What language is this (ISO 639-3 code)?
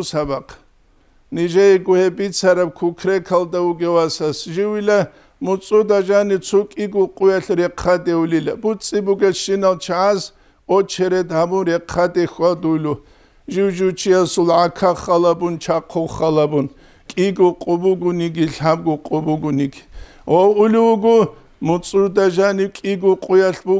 ava